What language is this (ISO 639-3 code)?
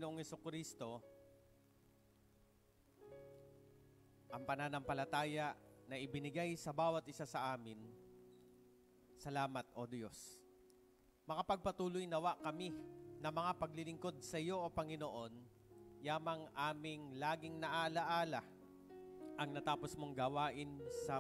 fil